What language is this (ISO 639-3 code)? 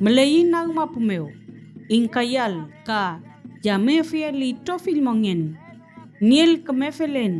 arn